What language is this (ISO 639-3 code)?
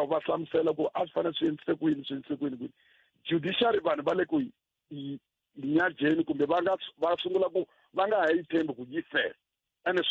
tso